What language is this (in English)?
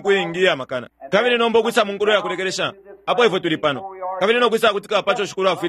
Bemba